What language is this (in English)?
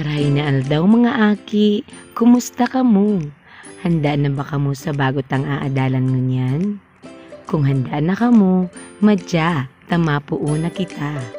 Bikol